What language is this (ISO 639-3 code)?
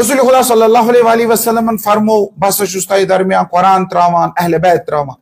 kas